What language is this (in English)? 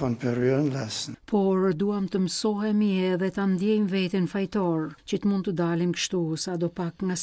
Albanian